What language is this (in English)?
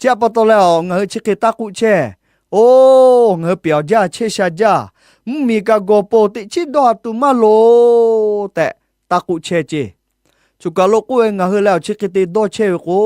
Lahu